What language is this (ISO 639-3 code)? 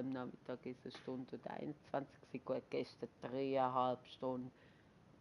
gsw